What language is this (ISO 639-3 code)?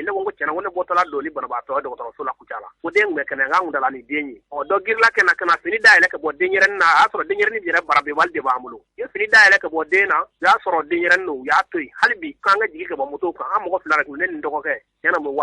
bam